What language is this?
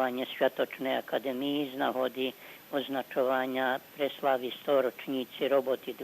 Rusyn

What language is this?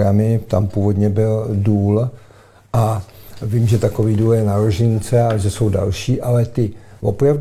Czech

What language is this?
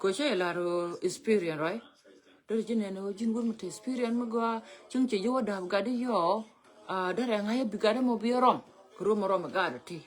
Nuer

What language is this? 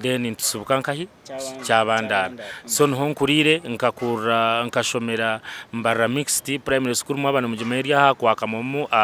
Nyankole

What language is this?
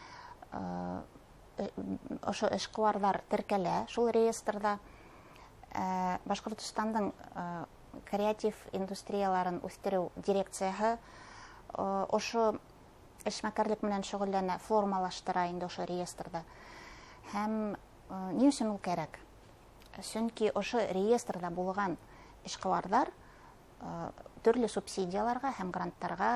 Bashkir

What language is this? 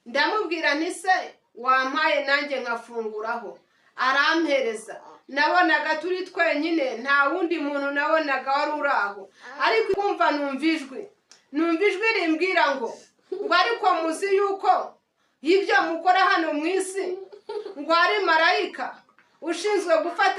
Kinyarwanda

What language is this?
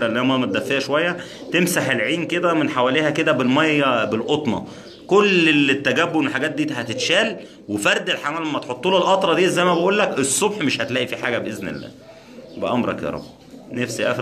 Egyptian Arabic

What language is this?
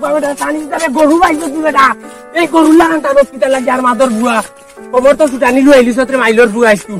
Sylheti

